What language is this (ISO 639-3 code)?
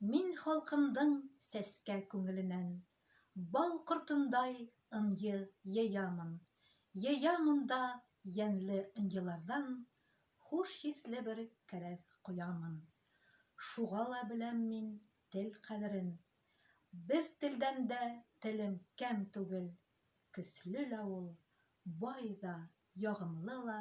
bak